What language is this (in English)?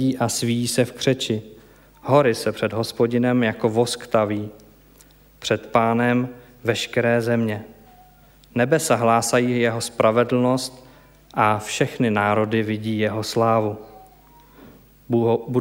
Czech